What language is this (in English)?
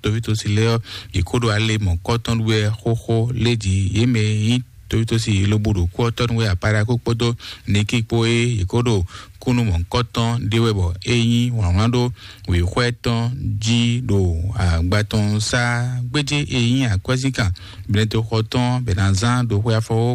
Fon